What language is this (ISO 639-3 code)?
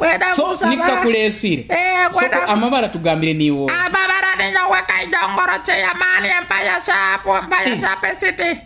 nyo